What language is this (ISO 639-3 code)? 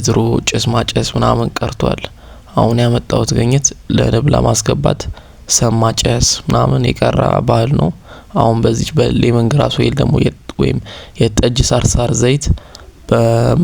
amh